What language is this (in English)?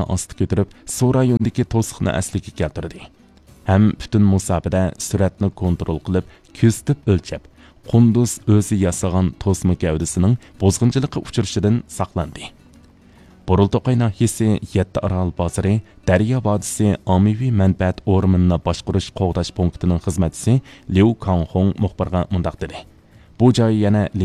Uyghur